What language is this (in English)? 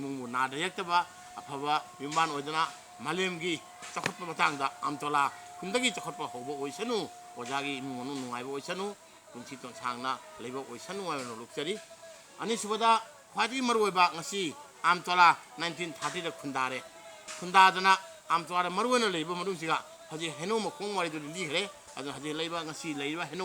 Manipuri